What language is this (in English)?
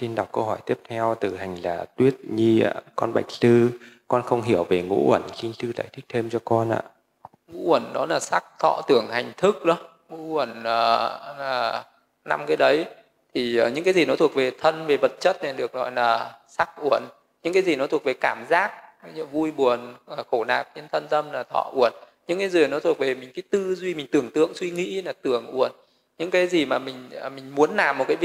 Vietnamese